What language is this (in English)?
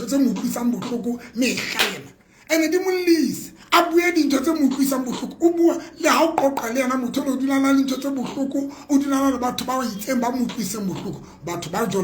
Southern Sotho